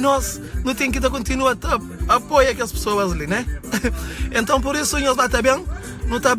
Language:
Kabuverdianu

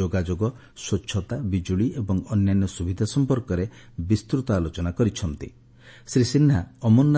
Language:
Odia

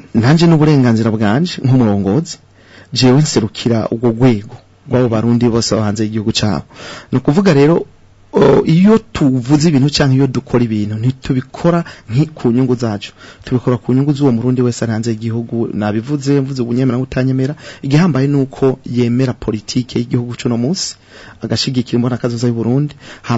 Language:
Rundi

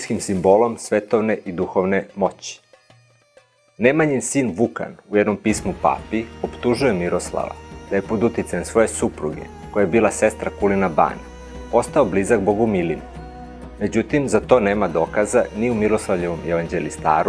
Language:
Serbian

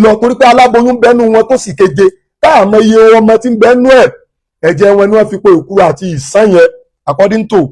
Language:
Yoruba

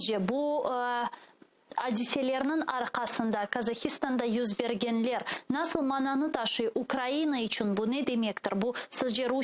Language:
Crimean Tatar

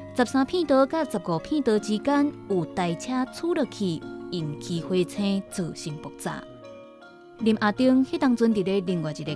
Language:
Min Nan Chinese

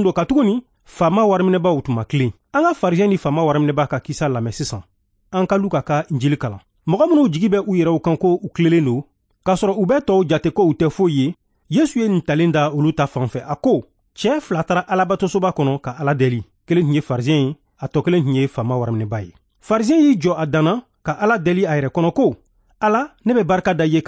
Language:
Bambara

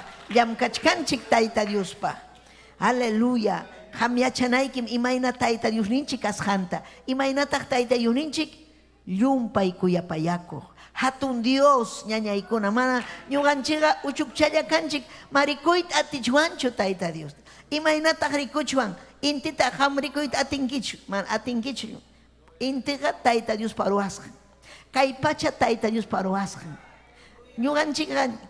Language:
Ayacucho Quechua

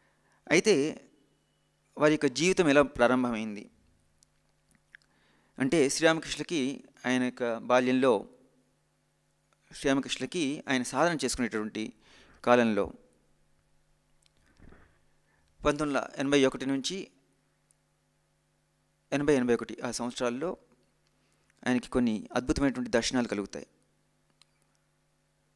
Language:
Telugu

